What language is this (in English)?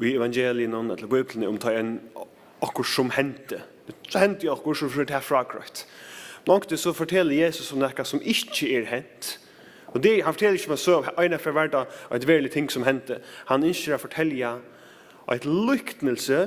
Faroese